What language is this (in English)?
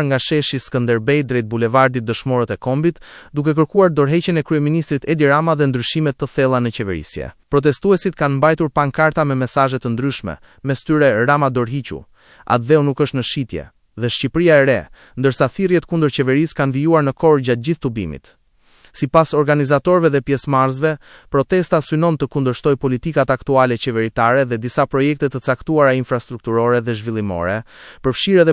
Albanian